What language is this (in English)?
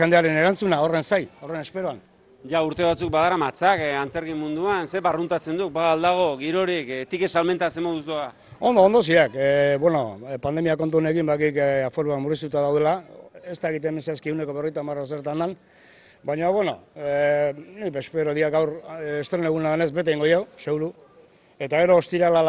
Basque